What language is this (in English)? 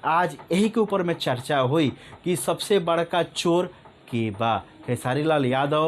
Bhojpuri